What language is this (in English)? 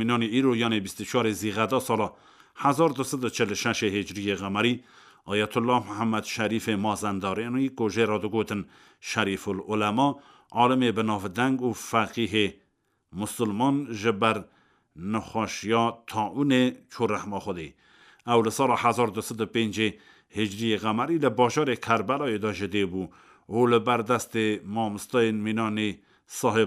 Kurdish